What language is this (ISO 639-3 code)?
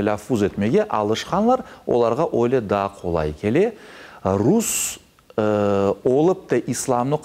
crh